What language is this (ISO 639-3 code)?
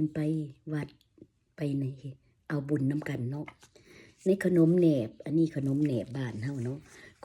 lao